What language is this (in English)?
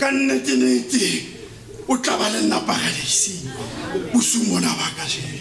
Southern Sotho